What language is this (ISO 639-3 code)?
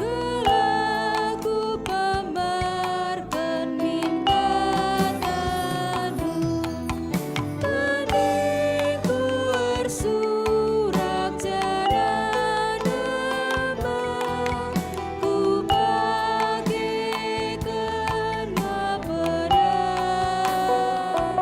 btx